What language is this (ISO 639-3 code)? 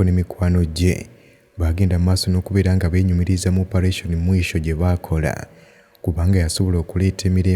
lug